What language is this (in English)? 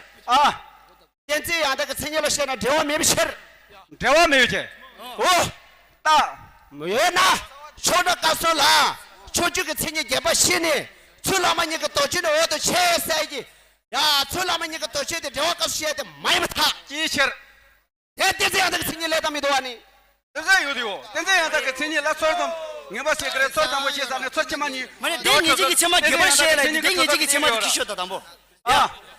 Tibetan